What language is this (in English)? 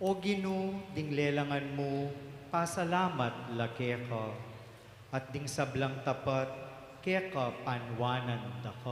Pampanga